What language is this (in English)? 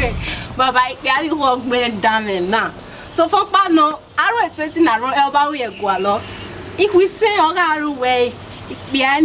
Bini